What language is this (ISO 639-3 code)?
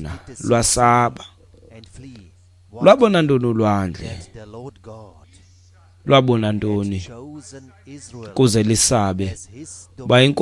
xho